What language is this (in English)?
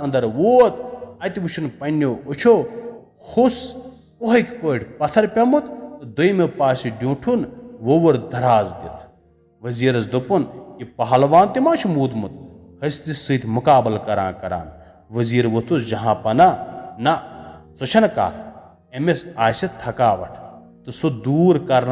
Kashmiri